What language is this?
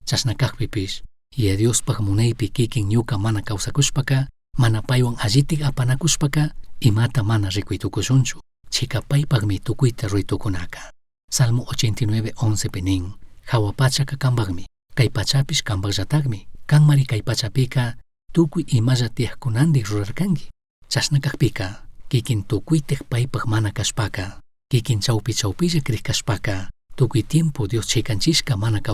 Chimborazo Highland Quichua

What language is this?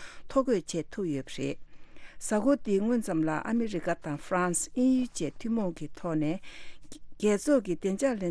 Tibetan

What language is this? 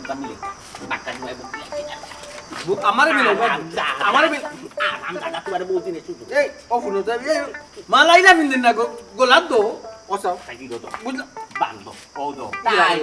Sylheti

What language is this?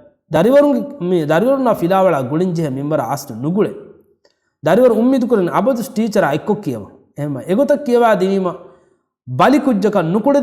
Divehi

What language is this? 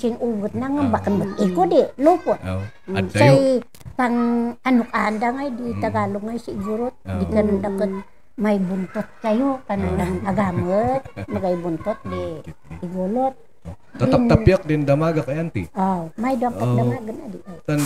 Kankanaey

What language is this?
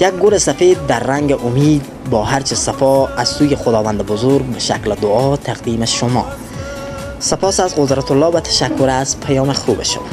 Persian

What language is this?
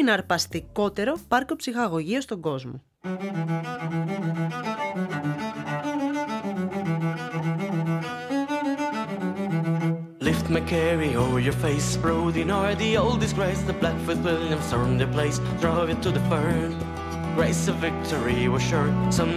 Greek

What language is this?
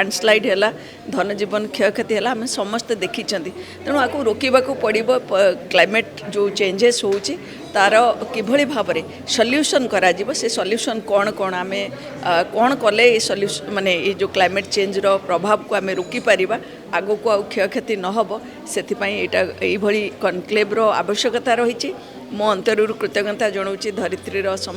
Odia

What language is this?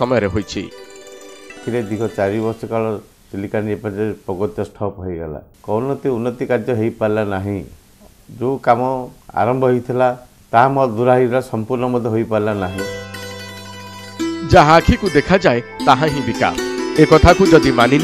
Odia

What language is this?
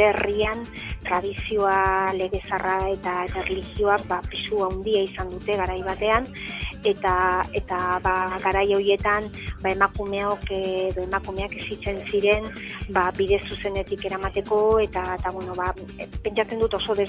Basque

